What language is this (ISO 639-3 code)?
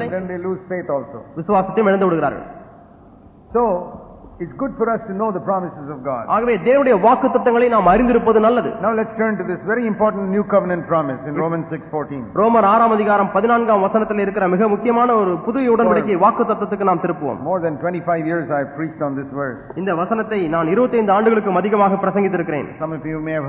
tam